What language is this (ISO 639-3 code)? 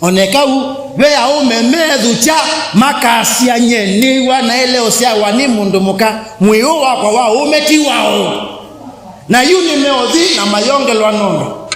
kam